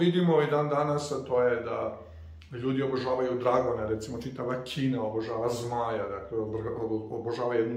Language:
Serbian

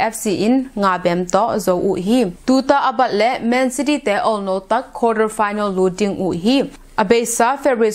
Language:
Tedim Chin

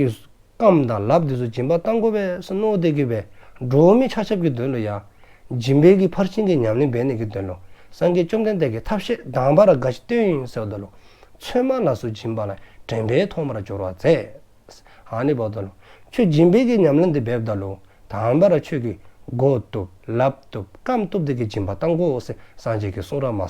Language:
Dzongkha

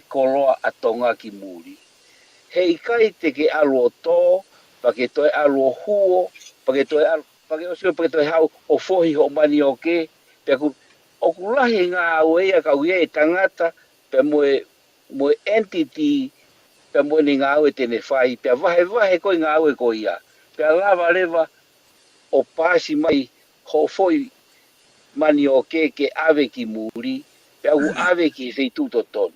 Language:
Tongan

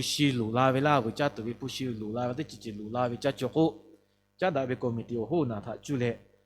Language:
Lahu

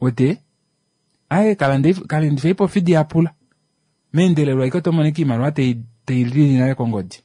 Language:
Kuanyama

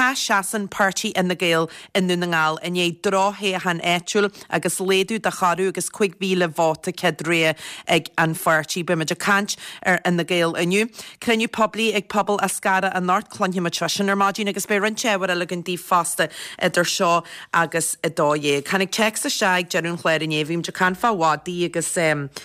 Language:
Irish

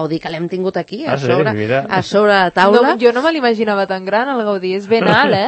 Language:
Catalan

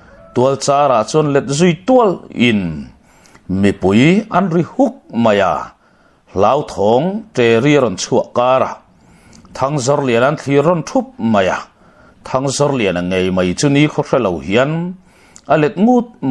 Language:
Mizo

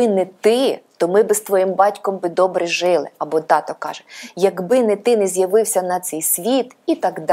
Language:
Ukrainian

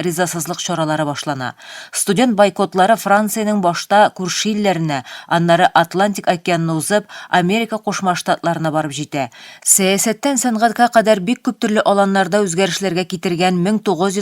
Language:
Tatar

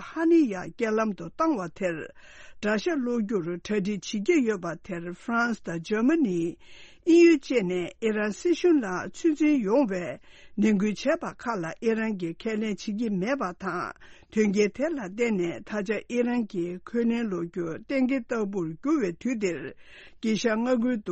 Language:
Tibetan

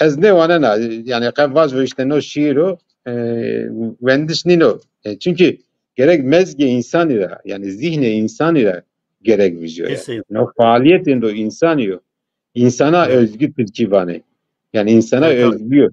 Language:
Zaza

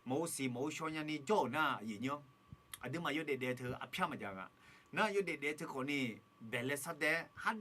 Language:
Akha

